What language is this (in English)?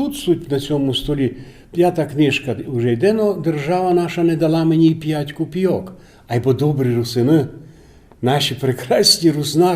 Rusyn